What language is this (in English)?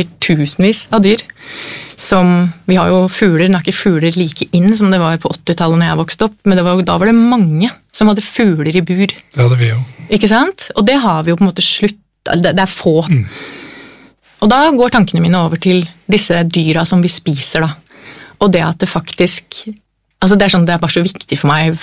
Norwegian